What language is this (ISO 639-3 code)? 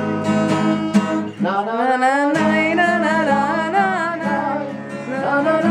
heb